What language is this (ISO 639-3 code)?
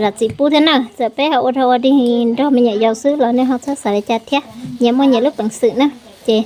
hmn